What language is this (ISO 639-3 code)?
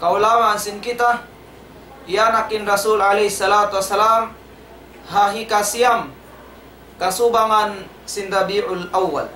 tsg